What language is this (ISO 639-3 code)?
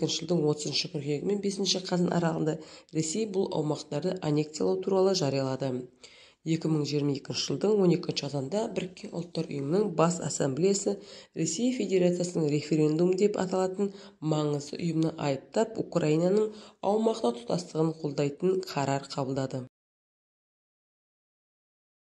kaz